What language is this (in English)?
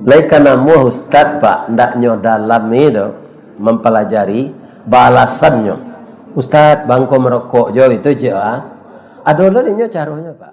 Minangkabau